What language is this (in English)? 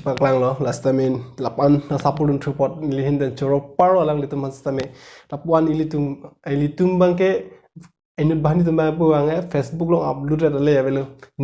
Karbi